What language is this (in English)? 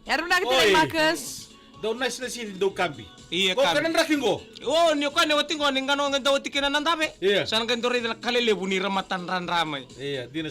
Fijian